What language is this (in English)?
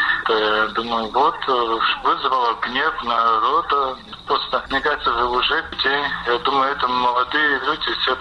Russian